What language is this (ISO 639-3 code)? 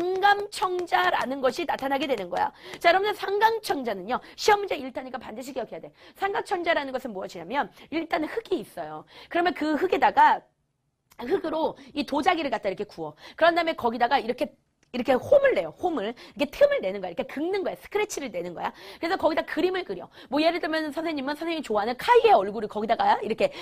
kor